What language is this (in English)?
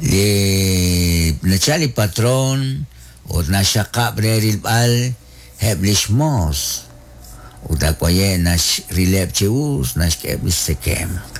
Kekchí